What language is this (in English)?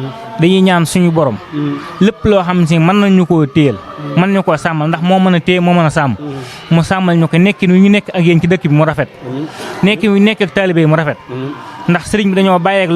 Wolof